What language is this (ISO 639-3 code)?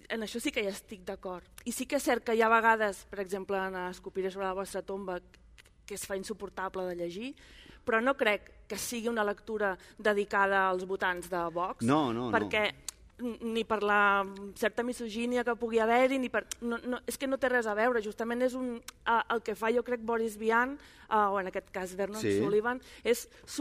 cat